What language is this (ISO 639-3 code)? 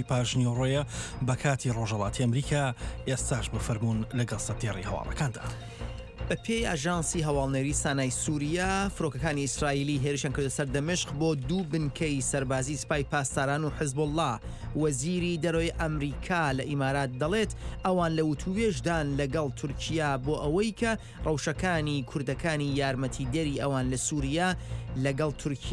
ckb